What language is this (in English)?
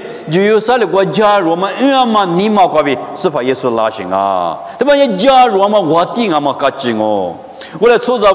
Lisu